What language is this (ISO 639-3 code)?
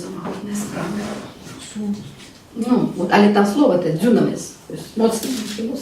bel